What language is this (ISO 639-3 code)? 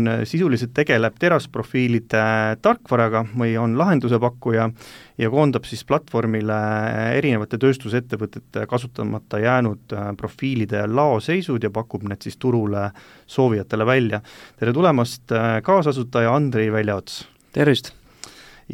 est